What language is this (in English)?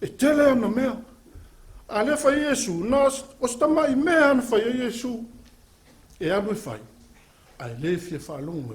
Samoan